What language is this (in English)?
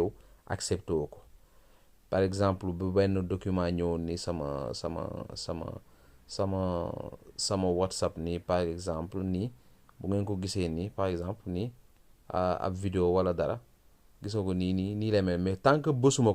Wolof